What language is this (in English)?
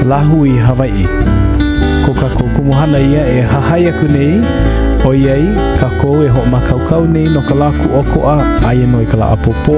Hawaiian